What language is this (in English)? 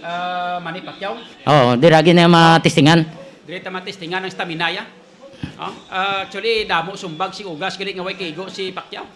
Hiligaynon